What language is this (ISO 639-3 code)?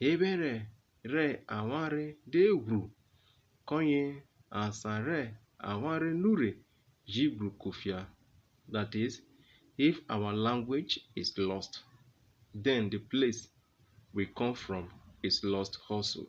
urh